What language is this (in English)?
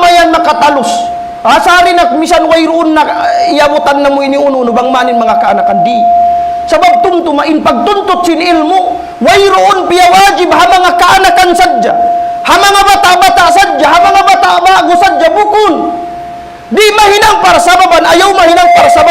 Tausug